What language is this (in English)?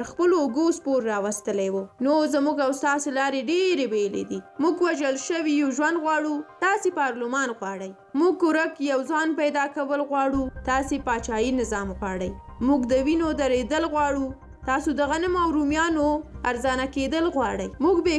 Pashto